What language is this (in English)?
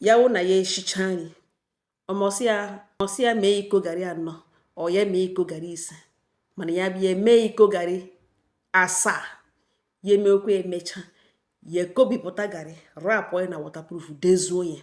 Igbo